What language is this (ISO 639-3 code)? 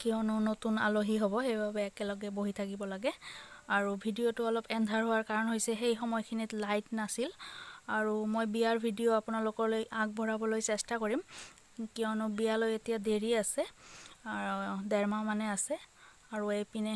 asm